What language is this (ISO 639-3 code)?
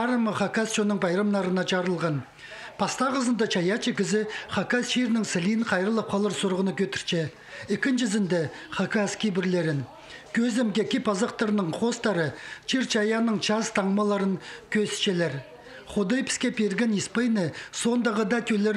kjh